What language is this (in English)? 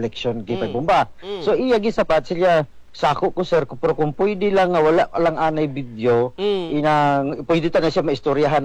Hiligaynon